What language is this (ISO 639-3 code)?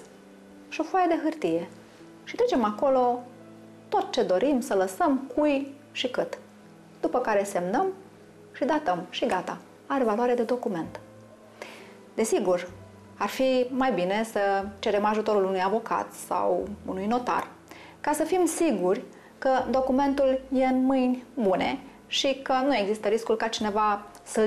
ron